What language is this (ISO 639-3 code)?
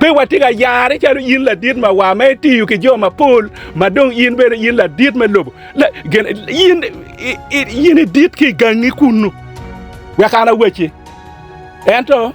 ach